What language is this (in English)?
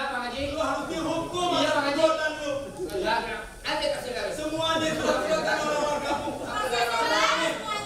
Betawi